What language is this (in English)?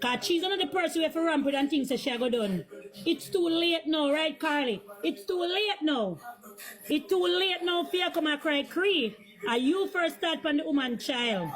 Jamaican Creole English